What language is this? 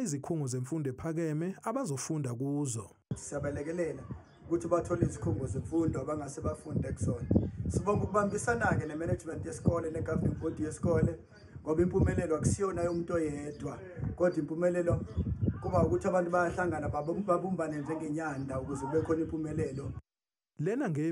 Zulu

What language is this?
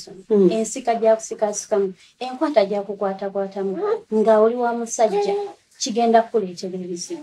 Ganda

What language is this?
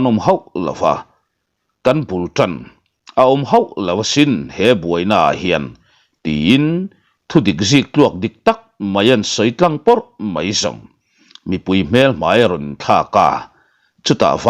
Mizo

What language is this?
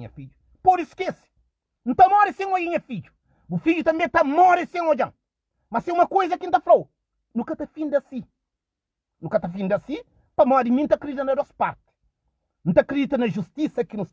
Kabuverdianu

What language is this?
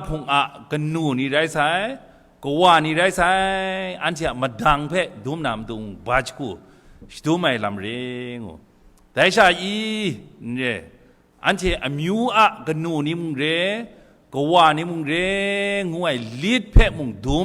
Kachin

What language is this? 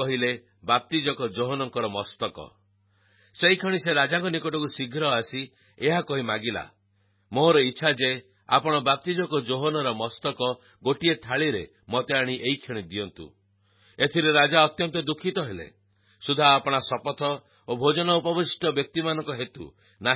Odia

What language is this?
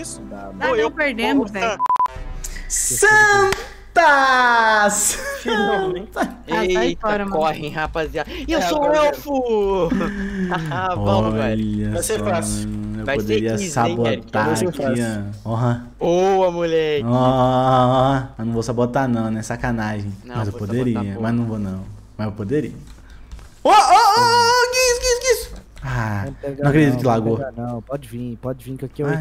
Portuguese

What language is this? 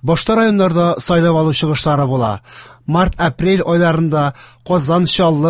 Tatar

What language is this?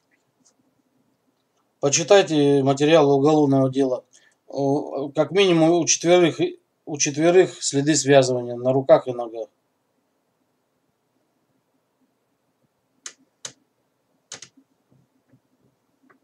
Russian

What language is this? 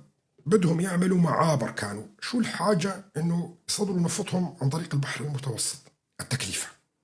North Levantine Arabic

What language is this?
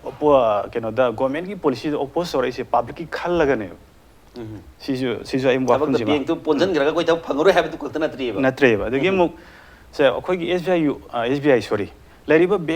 Manipuri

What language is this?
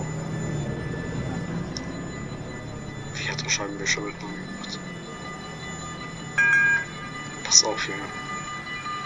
German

